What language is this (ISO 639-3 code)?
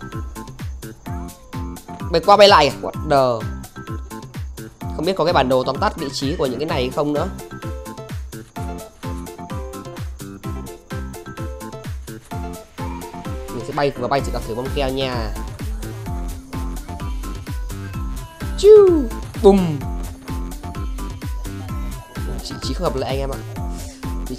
vie